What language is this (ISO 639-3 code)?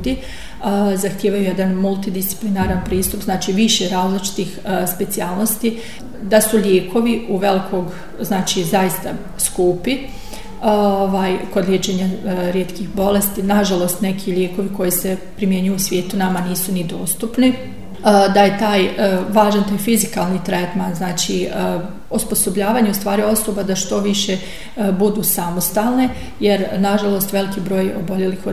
bos